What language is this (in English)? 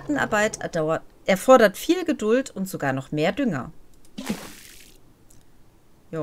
German